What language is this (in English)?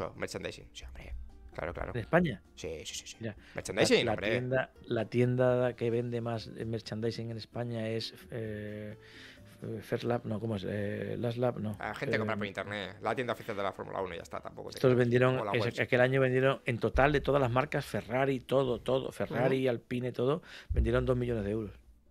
Spanish